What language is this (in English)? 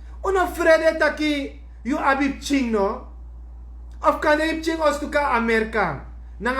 Sranan Tongo